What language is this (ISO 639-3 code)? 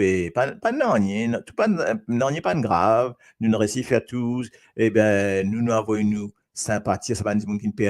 mfe